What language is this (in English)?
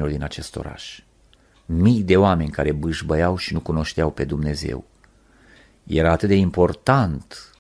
Romanian